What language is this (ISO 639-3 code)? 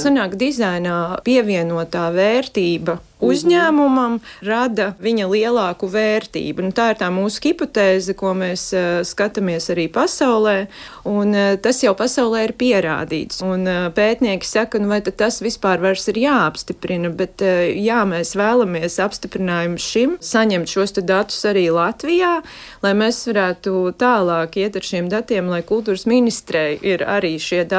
lav